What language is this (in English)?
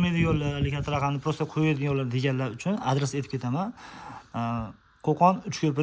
Uzbek